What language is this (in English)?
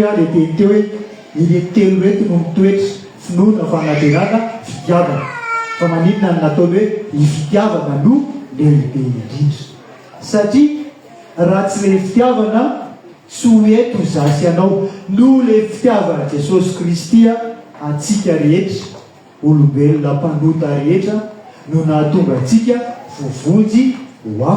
Malagasy